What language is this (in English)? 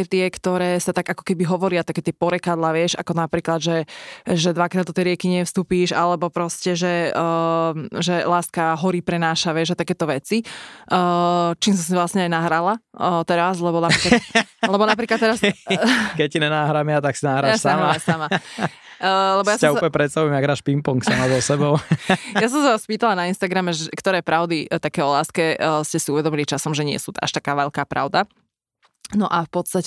Slovak